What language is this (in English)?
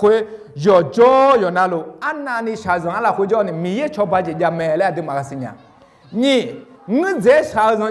Akha